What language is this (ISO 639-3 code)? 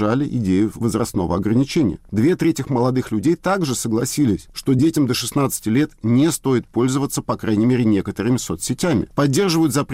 rus